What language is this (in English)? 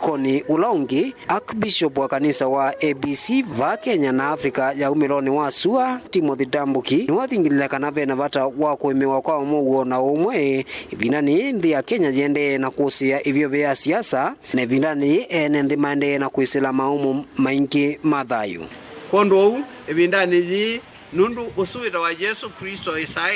Kamba